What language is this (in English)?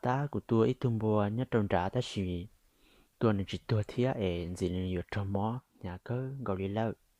Hmong